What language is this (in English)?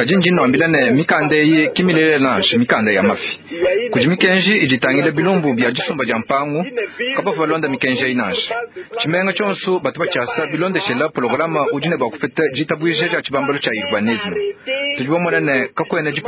Luba-Lulua